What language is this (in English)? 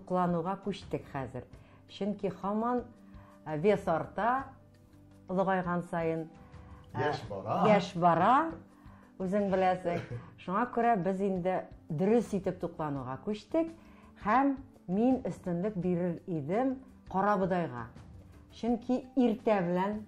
Tatar